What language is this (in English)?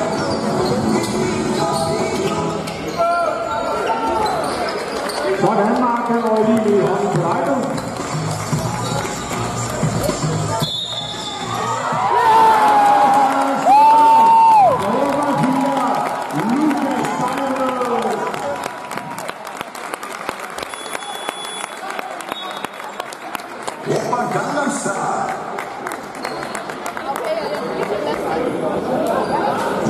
Danish